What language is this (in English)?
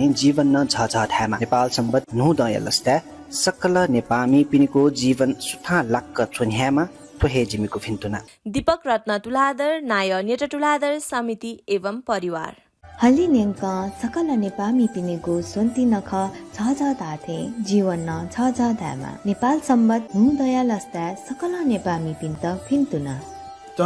Newari